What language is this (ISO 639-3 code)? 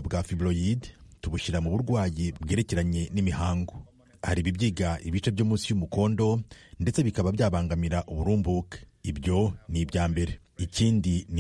kin